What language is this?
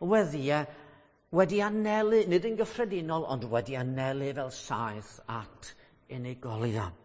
Welsh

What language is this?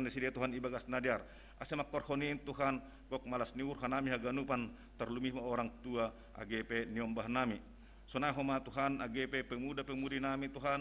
Batak Simalungun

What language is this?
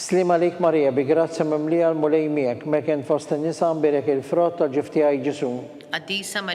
Maltese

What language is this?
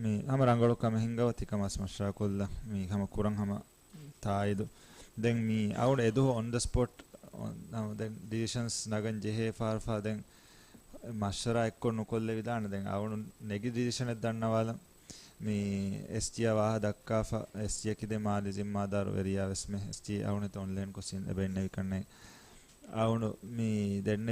Divehi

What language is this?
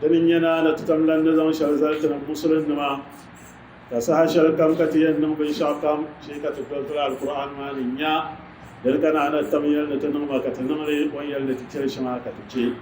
Dagbani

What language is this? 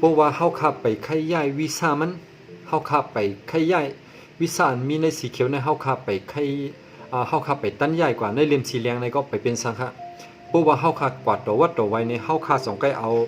Shan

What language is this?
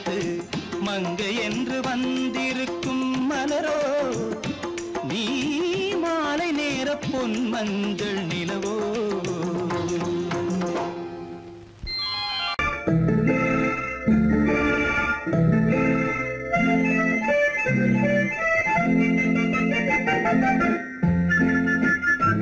Tamil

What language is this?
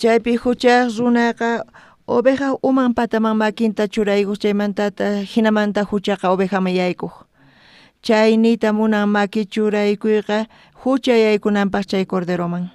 South Bolivian Quechua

